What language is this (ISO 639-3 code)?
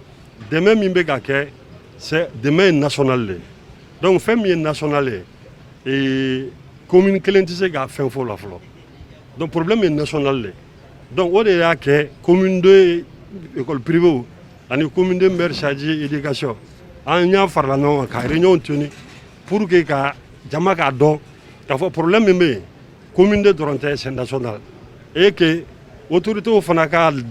bam